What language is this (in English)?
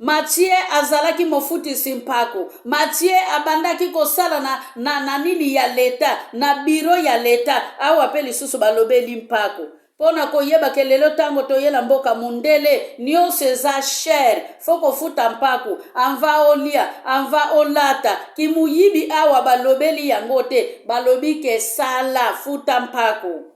Lingala